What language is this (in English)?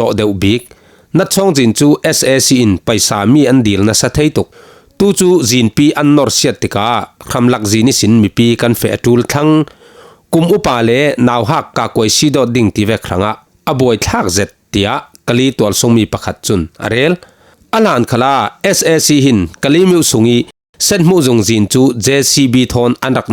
Falam Chin